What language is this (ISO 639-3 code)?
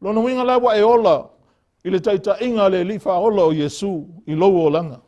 smo